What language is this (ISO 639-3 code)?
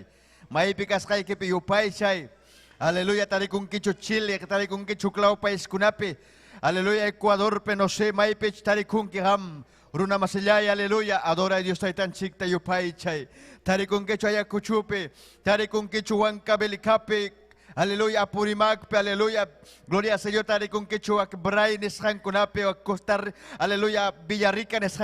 quy